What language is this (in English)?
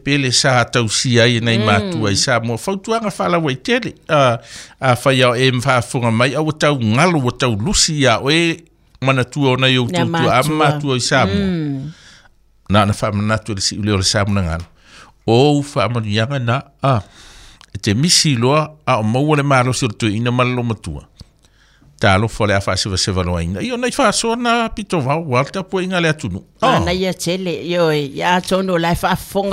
Samoan